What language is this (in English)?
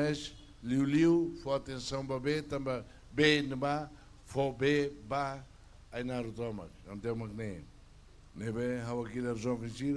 Tetum